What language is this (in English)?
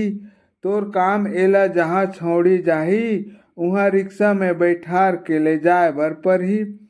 Chhattisgarhi